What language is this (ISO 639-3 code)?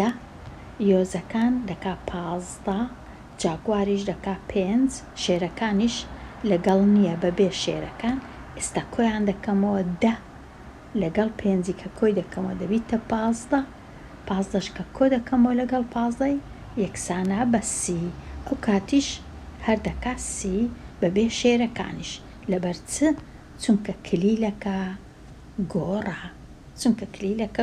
ckb